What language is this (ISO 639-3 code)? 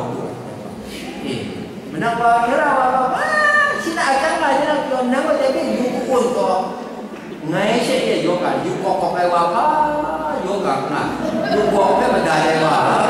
kac